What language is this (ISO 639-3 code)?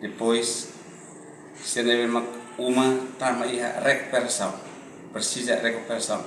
tet